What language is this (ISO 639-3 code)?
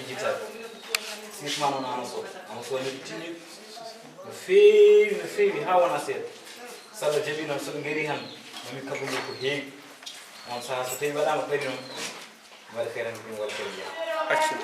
ful